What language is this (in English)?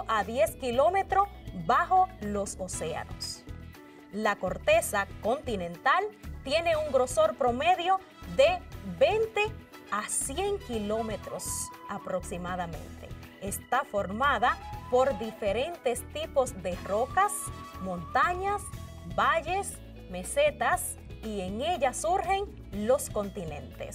Spanish